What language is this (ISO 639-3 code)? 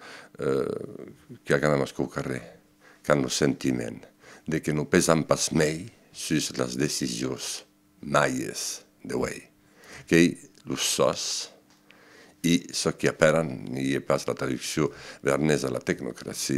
oci